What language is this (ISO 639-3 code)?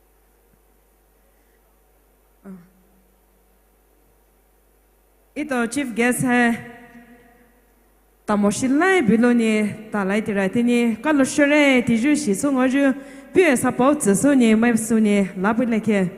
pmx